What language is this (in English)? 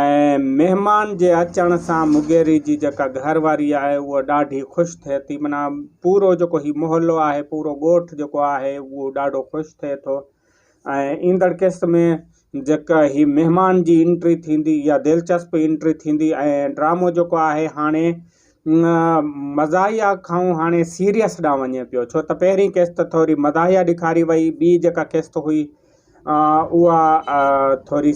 Sindhi